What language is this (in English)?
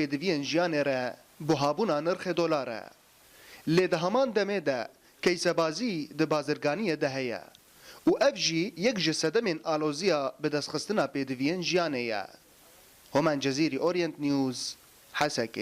Kurdish